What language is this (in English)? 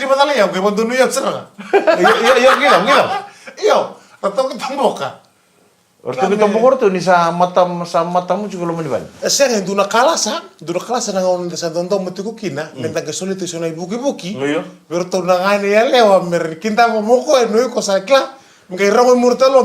Fijian